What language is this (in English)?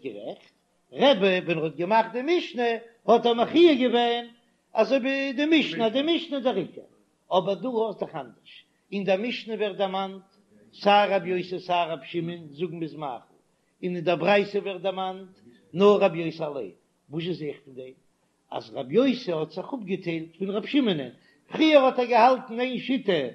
Yiddish